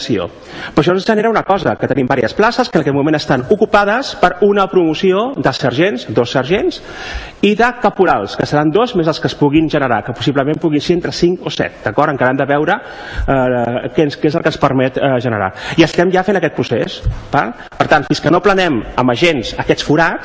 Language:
Catalan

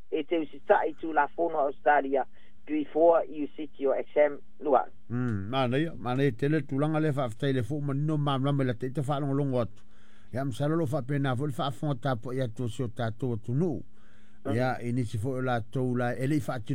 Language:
Samoan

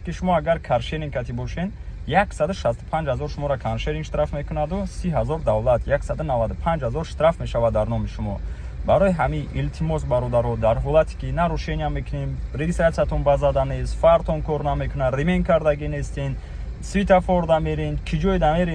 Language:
Tajik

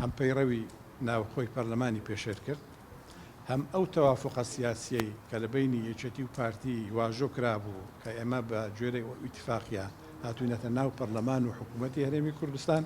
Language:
Central Kurdish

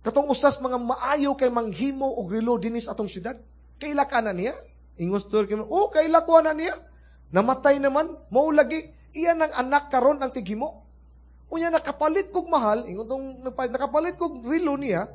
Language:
Cebuano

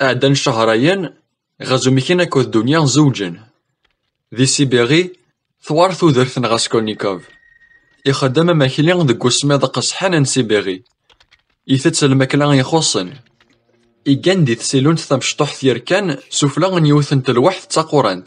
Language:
Kabyle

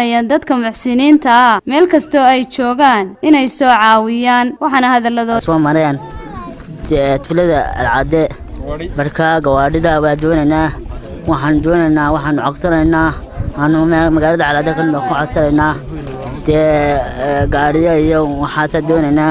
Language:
Somali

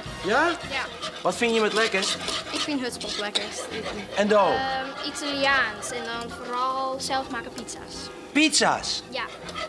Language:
Western Frisian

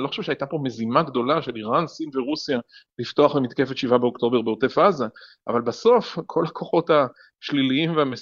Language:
Hebrew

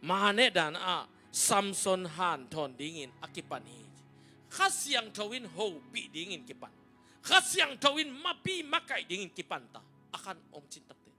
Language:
Tedim Chin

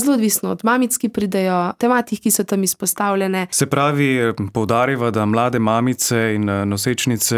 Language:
Slovenian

